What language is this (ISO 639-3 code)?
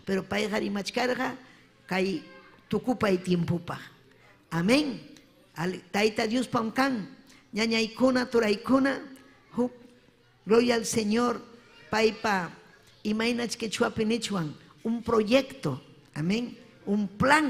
quy